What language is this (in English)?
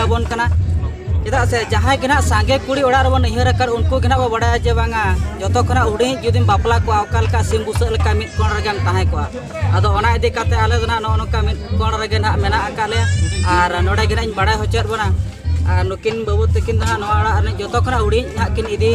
Santali